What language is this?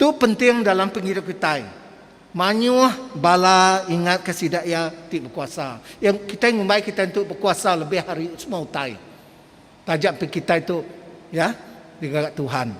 Iban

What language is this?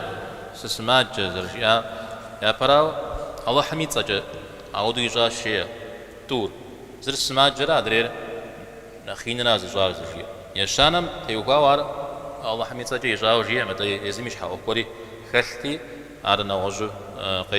Kabardian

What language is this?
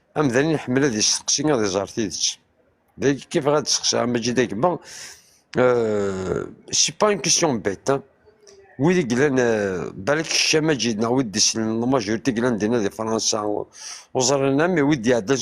Kabyle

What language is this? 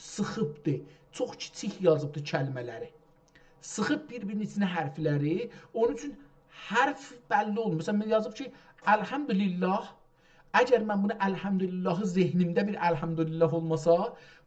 South Azerbaijani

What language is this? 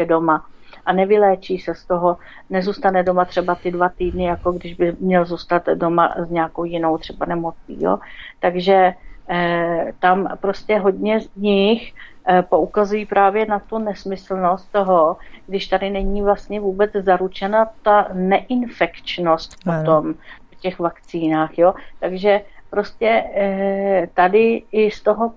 Czech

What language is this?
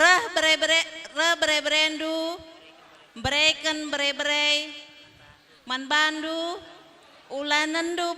Batak Karo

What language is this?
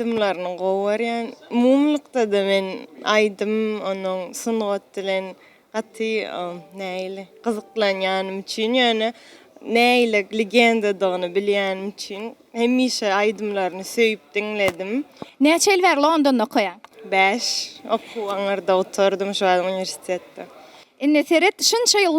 Turkmen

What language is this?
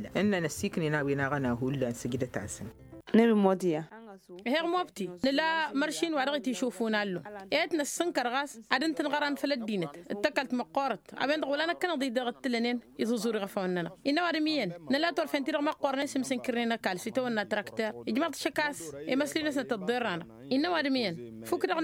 Tamasheq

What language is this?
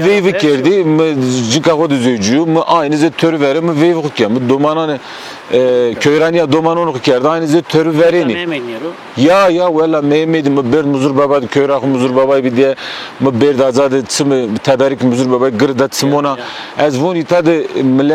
Zaza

